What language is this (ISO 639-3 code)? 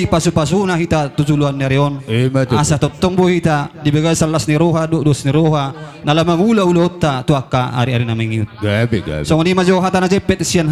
bbc